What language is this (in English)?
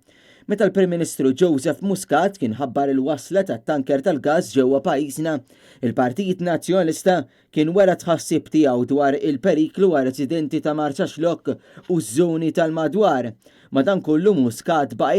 Maltese